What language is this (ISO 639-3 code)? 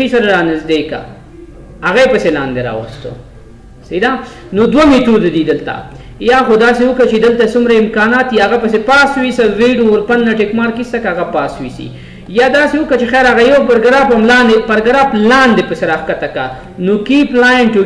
pus